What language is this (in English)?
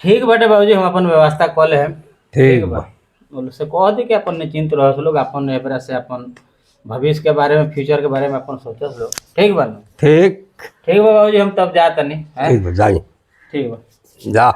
Bhojpuri